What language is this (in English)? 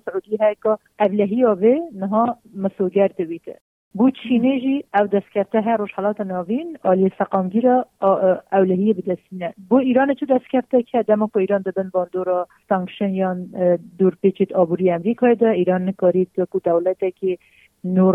Kurdish